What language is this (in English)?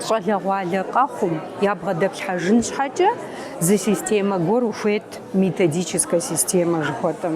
Kabardian